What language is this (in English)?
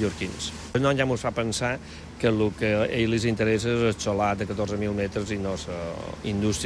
Catalan